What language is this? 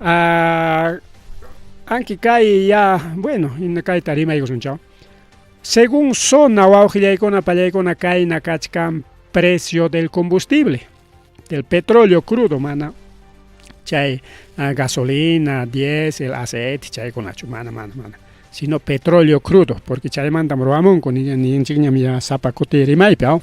Ayacucho Quechua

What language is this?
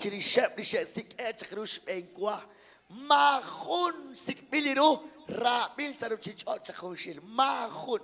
Kekchí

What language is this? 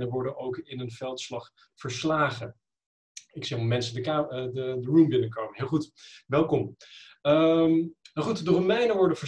Dutch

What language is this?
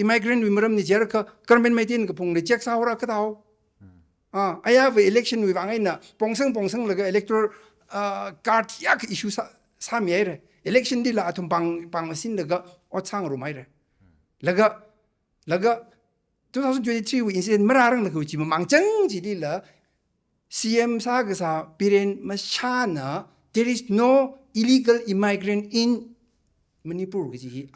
Tangkhul Naga (India)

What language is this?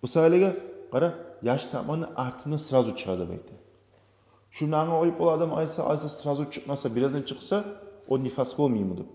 Kumyk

